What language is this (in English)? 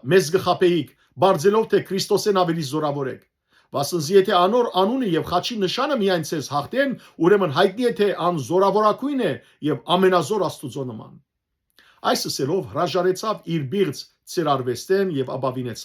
Western Armenian